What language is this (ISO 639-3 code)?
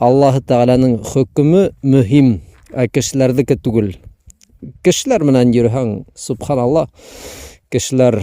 bak